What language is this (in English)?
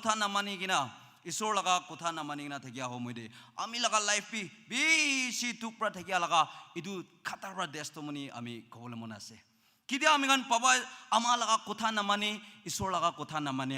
Naga Pidgin